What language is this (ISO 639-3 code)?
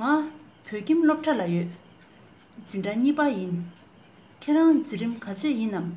bod